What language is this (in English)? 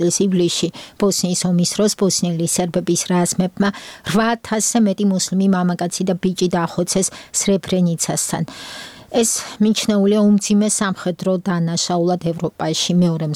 Georgian